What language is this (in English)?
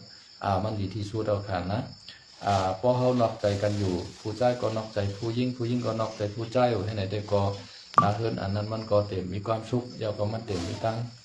Shan